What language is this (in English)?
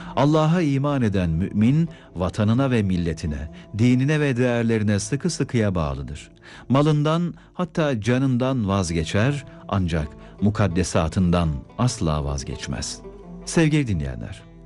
Turkish